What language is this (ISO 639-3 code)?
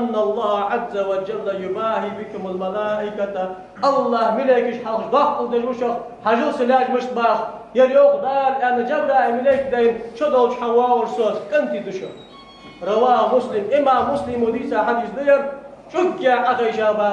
inh